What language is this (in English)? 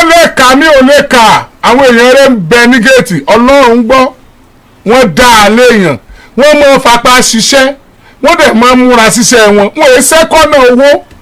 Yoruba